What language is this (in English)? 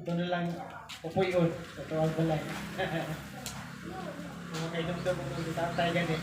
Cebuano